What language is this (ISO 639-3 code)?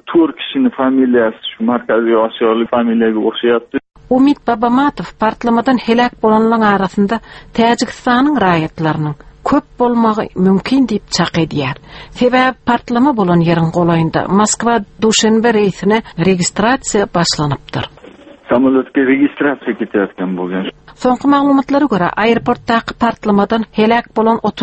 tuk